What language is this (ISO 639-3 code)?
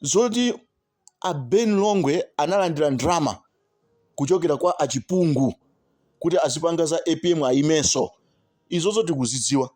nya